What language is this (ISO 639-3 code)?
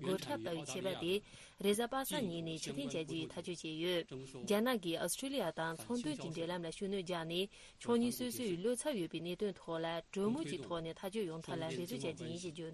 bod